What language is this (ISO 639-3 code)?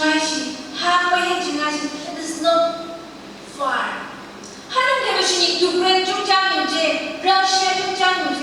nph